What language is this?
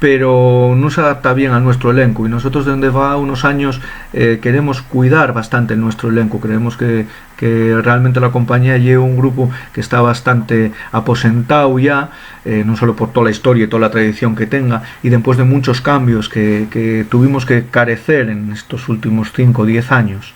Asturian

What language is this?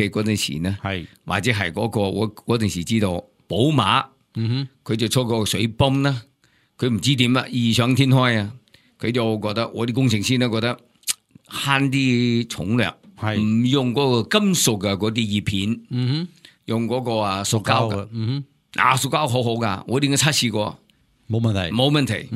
Cantonese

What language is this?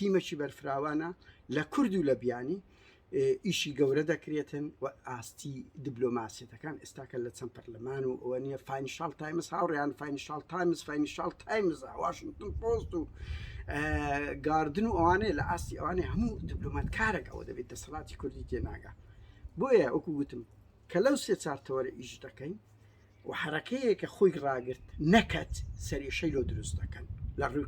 Central Kurdish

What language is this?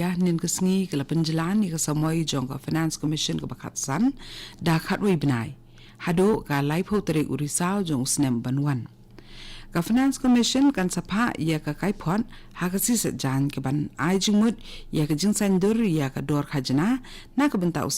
Khasi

